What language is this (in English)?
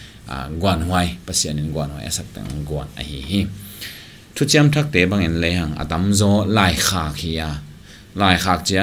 Tedim Chin